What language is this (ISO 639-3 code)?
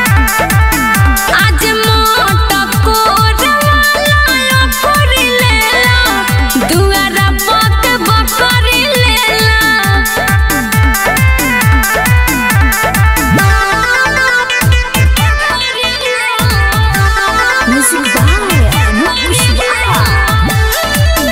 bho